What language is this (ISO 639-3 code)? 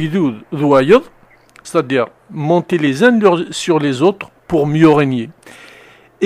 kab